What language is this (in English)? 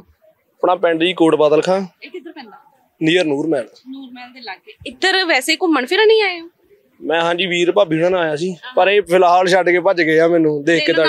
Punjabi